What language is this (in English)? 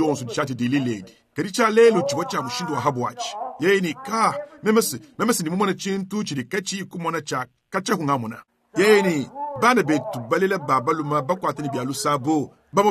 Luba-Lulua